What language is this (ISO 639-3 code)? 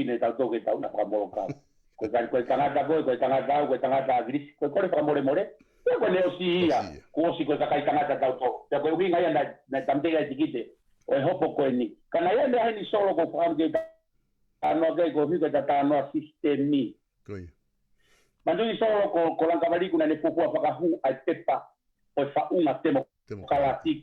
ton